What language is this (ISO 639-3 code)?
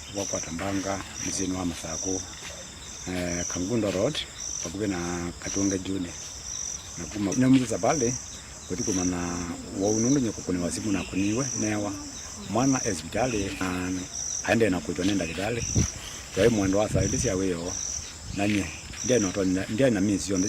kam